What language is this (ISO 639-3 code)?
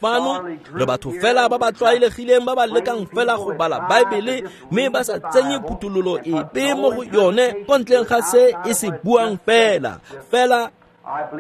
tsn